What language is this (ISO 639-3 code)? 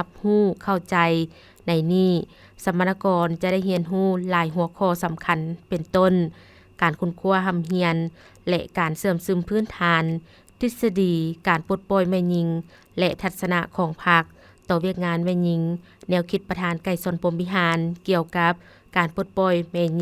lao